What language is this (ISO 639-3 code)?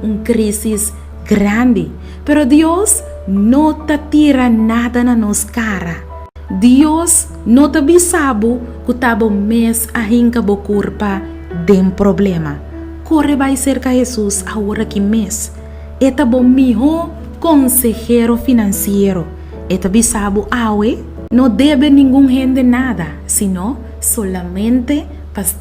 pap